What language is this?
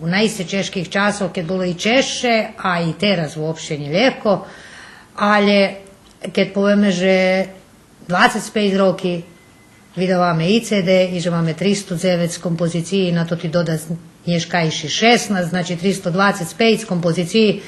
Rusyn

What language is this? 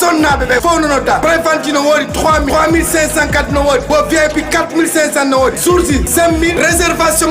Fula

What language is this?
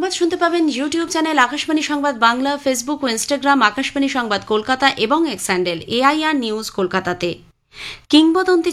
Bangla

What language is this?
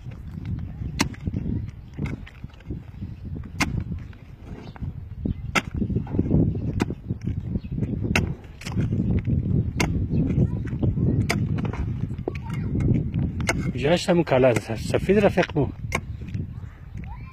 Persian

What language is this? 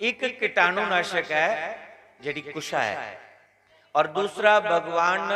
Dogri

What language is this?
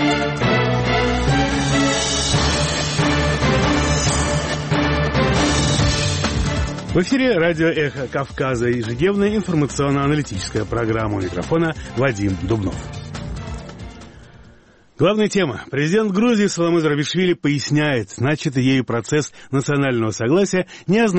Russian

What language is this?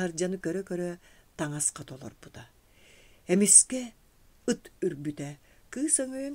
Yakut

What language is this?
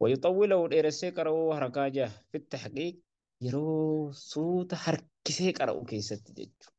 Oromo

